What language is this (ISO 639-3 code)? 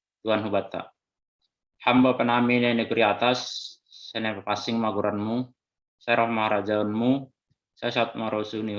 bts